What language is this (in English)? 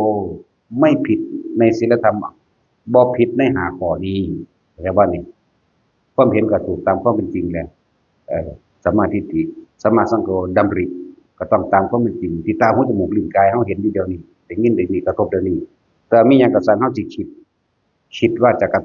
Northeastern Thai